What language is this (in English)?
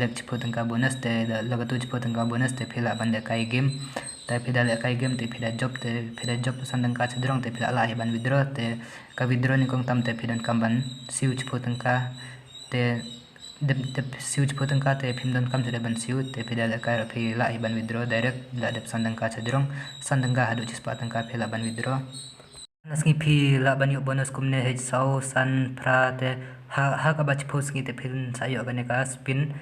Khasi